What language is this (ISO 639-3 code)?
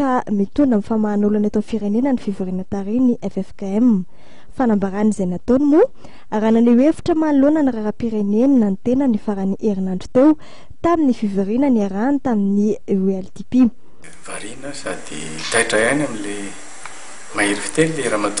mlg